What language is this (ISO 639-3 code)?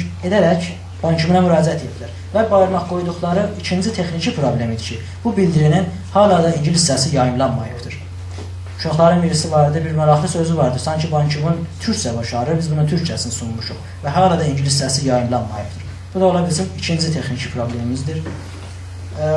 azb